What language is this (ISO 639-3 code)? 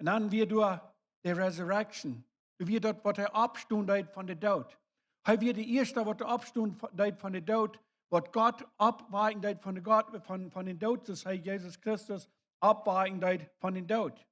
pdt